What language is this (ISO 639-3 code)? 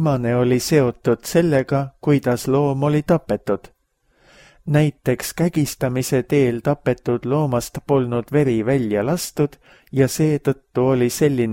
est